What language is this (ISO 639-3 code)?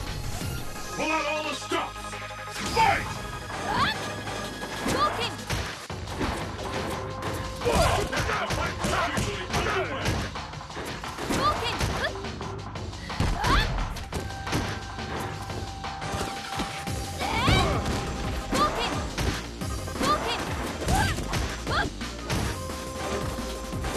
eng